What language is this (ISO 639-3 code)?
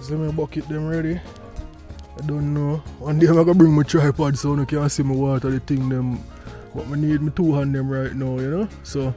jam